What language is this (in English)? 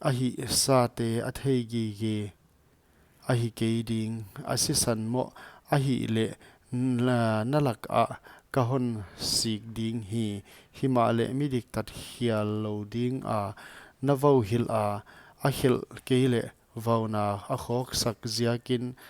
Paite Chin